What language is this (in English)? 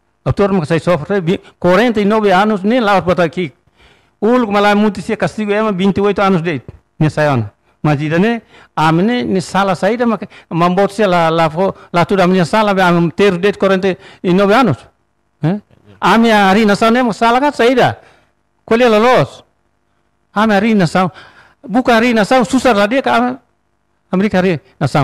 Tetum